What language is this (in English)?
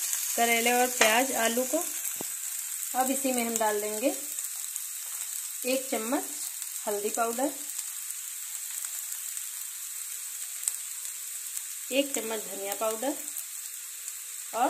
Hindi